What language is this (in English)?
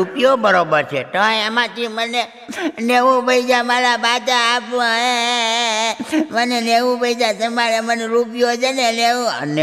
Gujarati